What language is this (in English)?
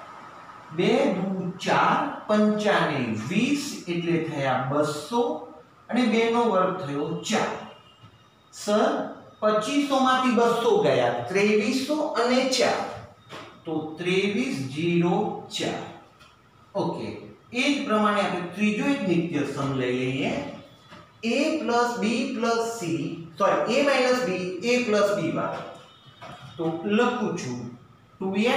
Gujarati